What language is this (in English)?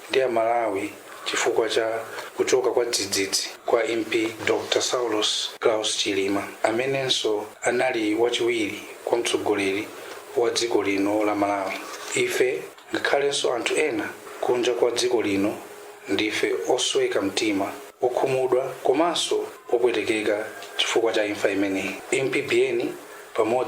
Nyanja